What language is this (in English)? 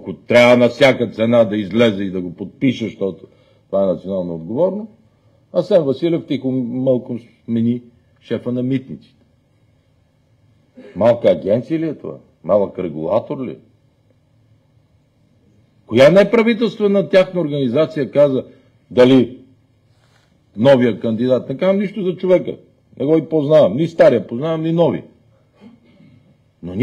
Bulgarian